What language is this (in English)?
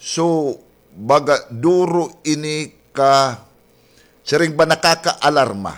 Waray